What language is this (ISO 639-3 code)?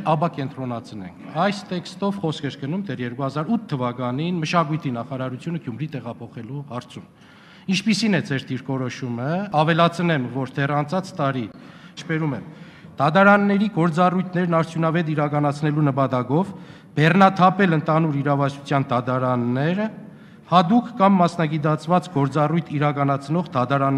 hye